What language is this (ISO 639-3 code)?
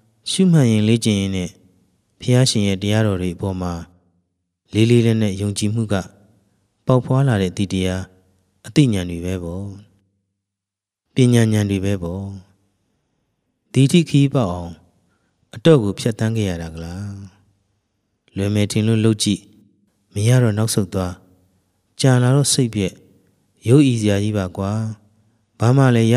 mya